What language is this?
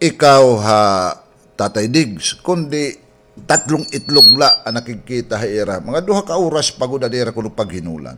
Waray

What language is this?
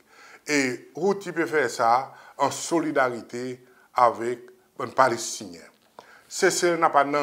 Seselwa Creole French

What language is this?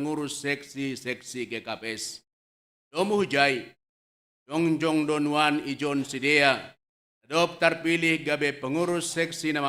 Batak Simalungun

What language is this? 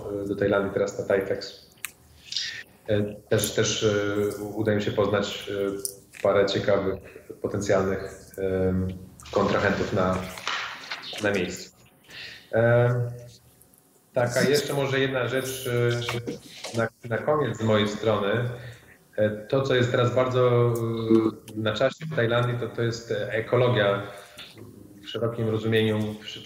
Polish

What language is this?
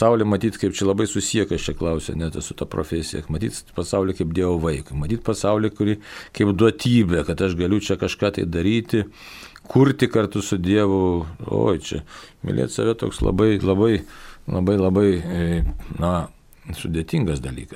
Lithuanian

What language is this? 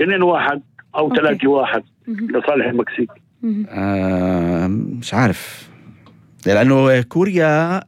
North Levantine Arabic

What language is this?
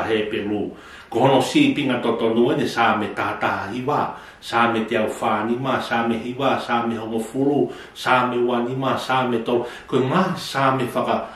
Tongan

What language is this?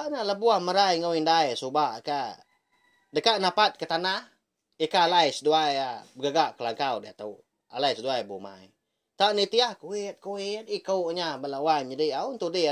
Iban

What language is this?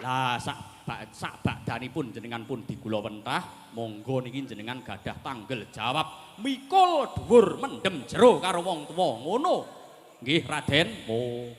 Javanese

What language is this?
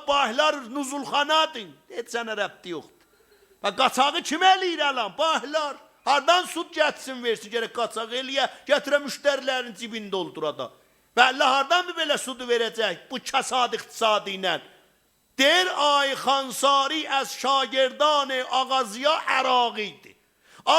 South Azerbaijani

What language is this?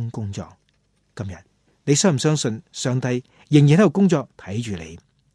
Cantonese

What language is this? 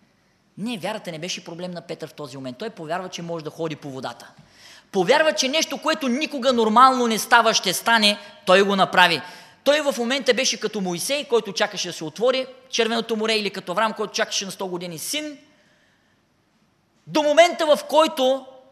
Bulgarian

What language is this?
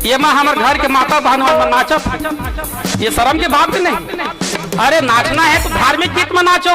Chhattisgarhi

